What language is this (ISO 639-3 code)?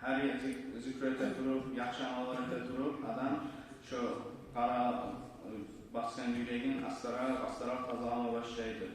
kum